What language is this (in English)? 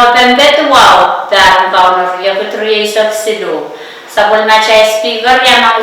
Pohnpeian